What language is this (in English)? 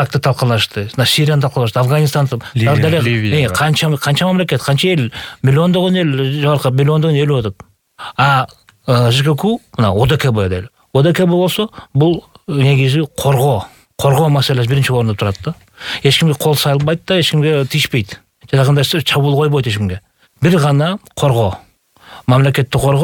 Kyrgyz